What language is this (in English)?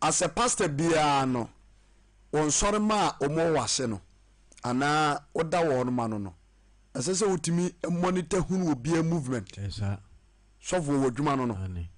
Akan